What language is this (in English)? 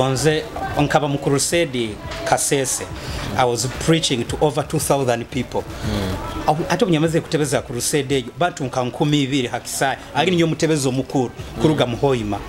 Nyoro